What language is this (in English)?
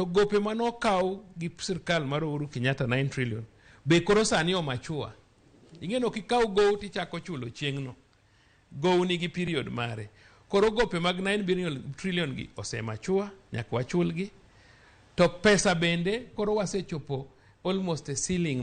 Luo (Kenya and Tanzania)